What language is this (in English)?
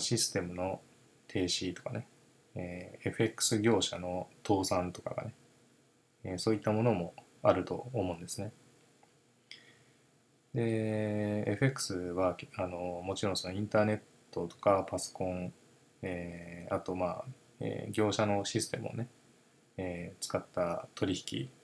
Japanese